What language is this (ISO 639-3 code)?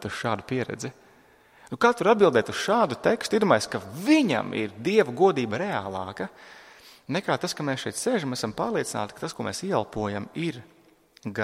lav